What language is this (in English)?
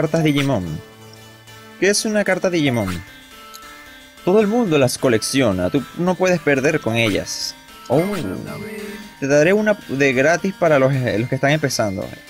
Spanish